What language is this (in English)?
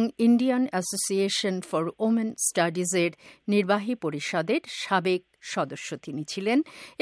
Bangla